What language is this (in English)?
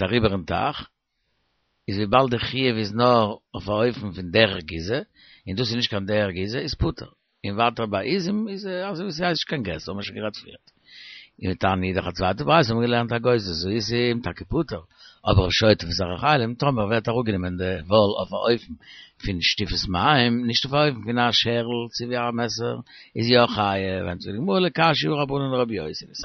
Yiddish